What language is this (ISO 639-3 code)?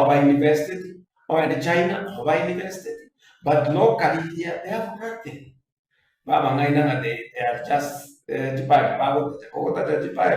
guz